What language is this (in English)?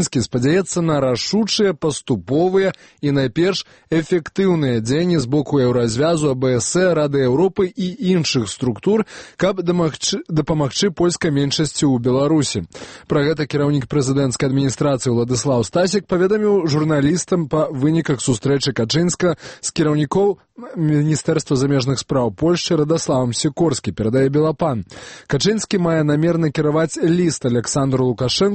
Belarusian